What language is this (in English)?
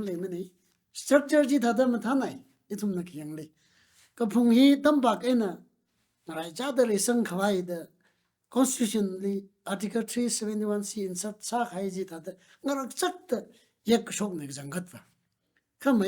Tangkhul Naga (India)